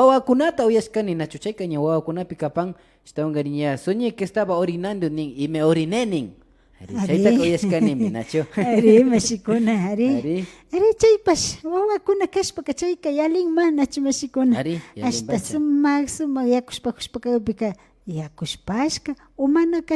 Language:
Imbabura Highland Quichua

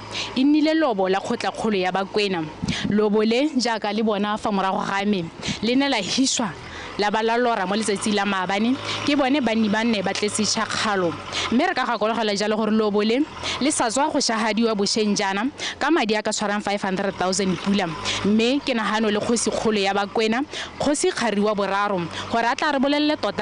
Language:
Tswana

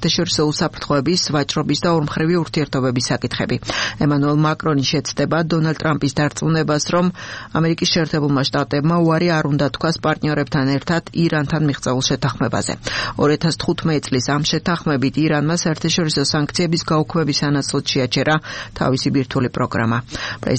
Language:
Georgian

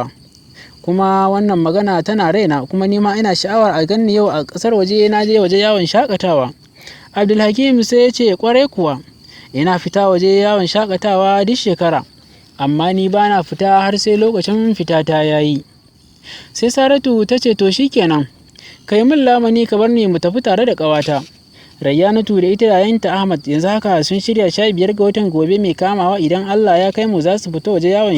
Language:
Hausa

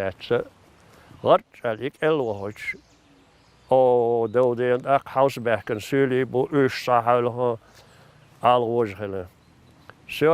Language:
Chechen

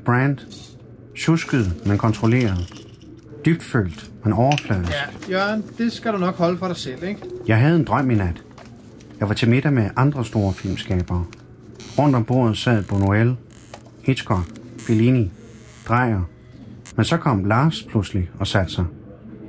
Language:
Danish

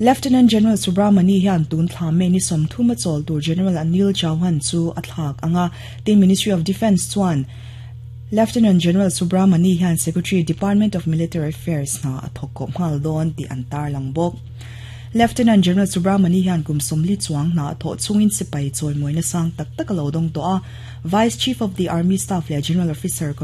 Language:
Mizo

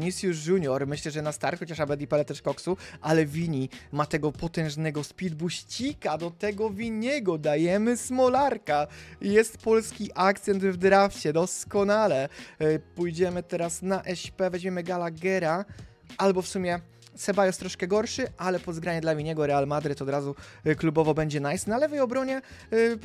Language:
Polish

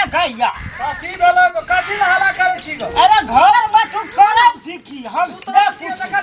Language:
Maithili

